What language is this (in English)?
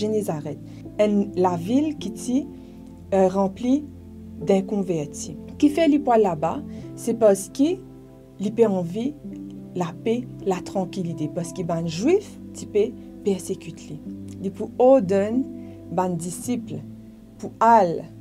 Morisyen